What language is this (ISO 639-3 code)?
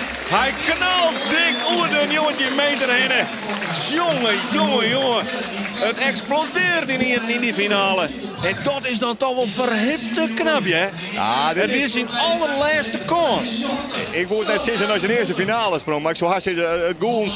fry